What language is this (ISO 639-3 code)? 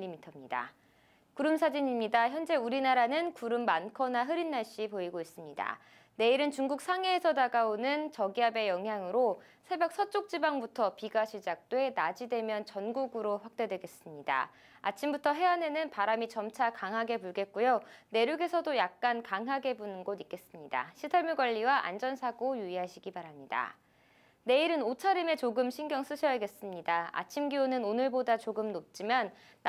kor